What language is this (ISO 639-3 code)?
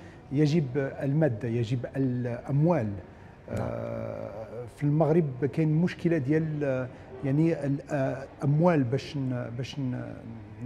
arz